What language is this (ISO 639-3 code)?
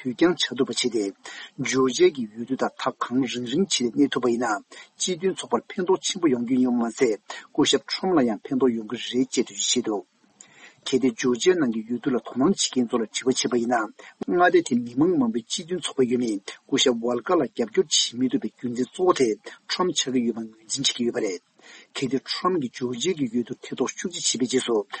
bod